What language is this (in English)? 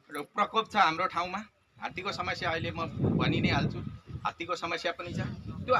Nepali